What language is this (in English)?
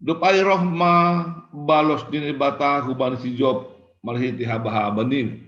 Batak Simalungun